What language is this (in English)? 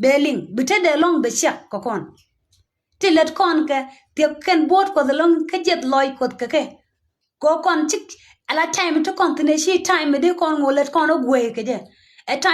Nuer